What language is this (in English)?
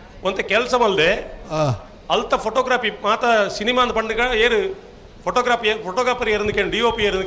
Tulu